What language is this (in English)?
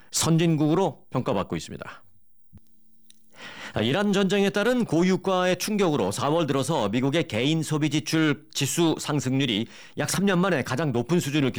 Korean